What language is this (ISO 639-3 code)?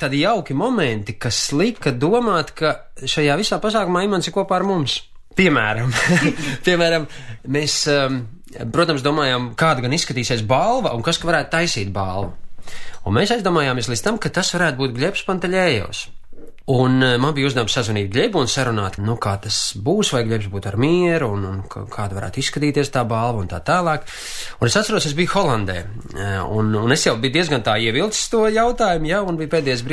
lav